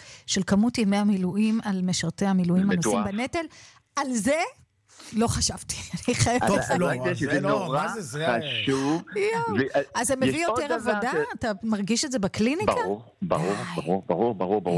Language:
Hebrew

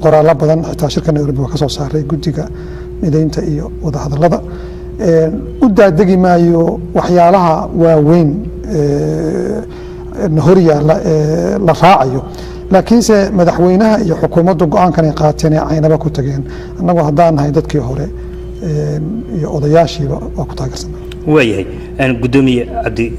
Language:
Somali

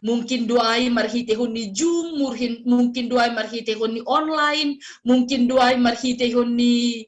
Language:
Batak Simalungun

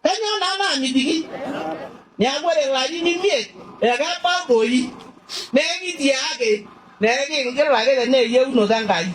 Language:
Masai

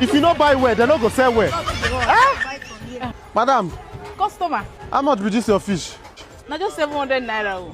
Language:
Nigerian Pidgin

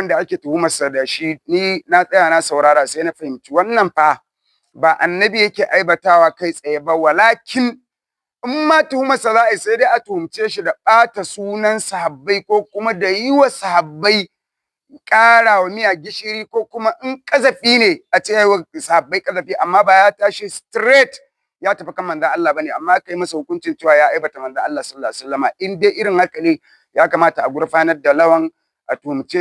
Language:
Hausa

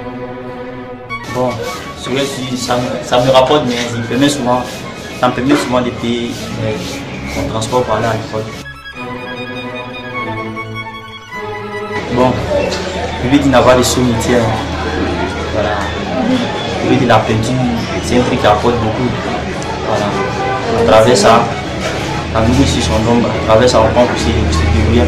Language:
French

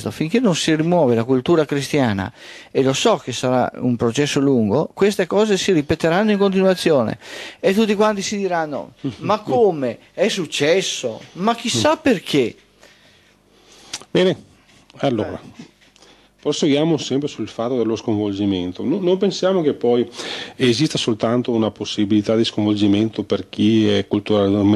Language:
Italian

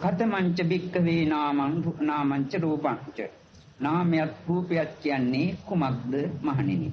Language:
Sinhala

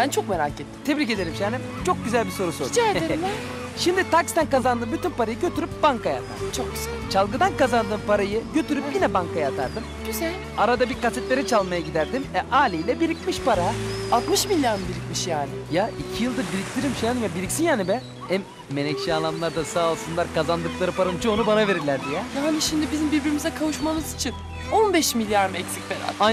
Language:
Turkish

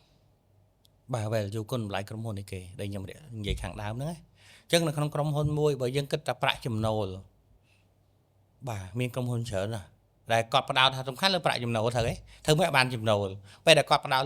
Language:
Khmer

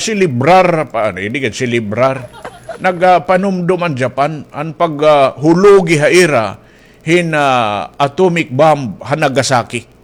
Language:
Waray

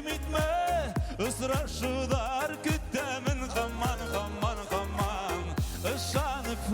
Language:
Bashkir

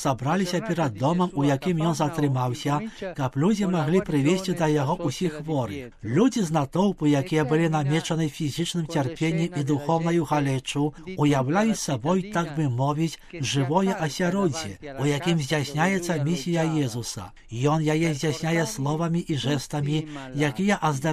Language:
Belarusian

